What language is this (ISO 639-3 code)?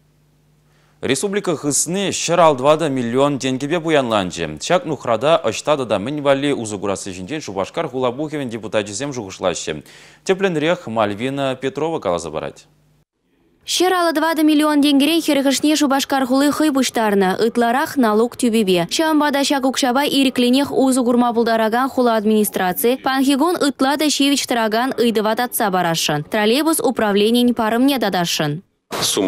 chv